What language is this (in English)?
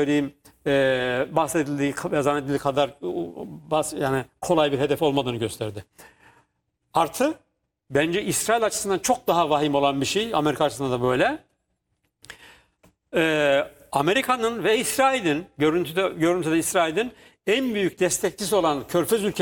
Turkish